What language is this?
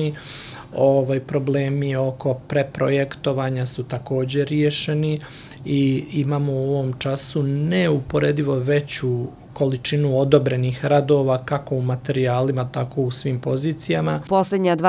Bosnian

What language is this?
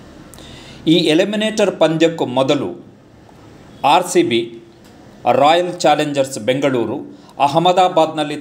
Kannada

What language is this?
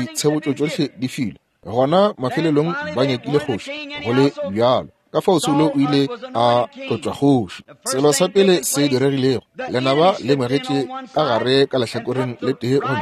Northern Sotho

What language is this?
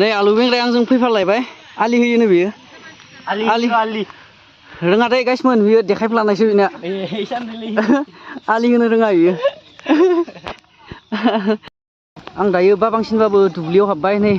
Bodo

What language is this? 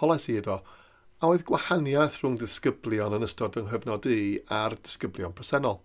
Welsh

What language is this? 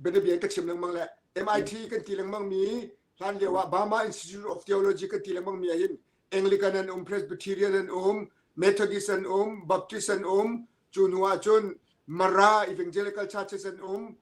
Hakha Chin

